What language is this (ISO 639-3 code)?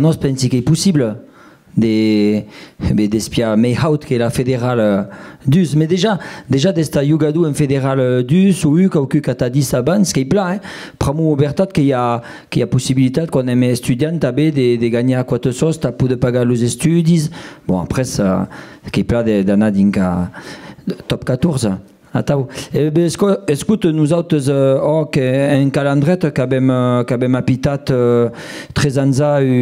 oci